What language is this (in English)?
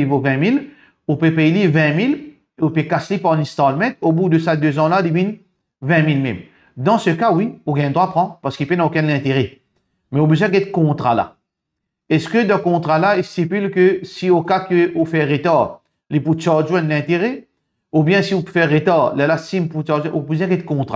Morisyen